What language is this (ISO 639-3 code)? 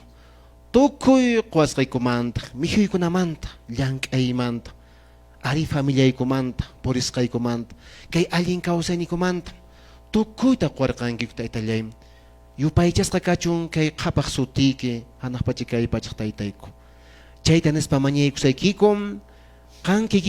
que